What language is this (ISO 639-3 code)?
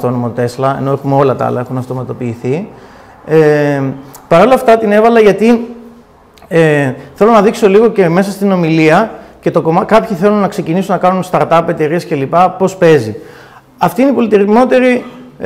ell